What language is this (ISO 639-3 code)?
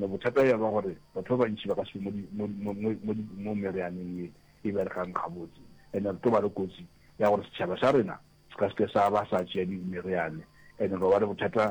nso